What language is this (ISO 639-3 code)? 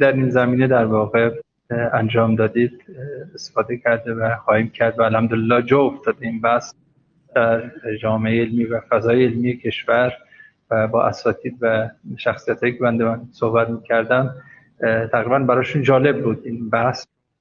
fas